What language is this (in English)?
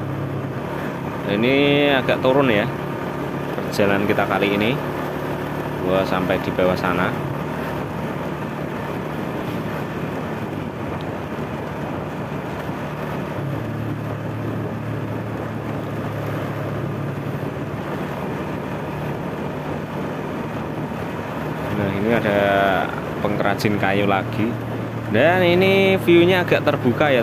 Indonesian